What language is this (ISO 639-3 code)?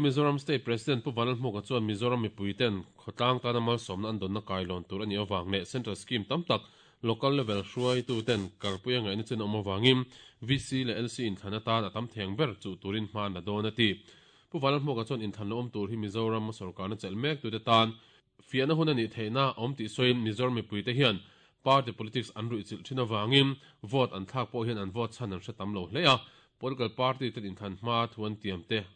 lus